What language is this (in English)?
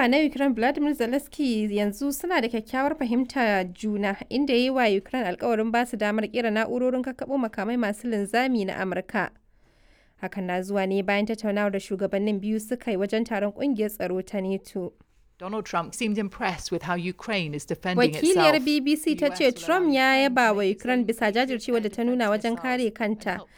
Hausa